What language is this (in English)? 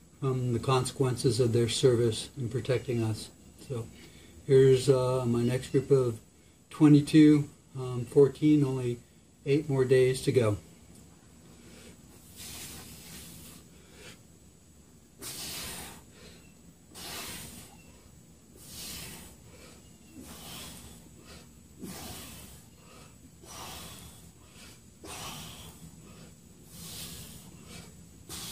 English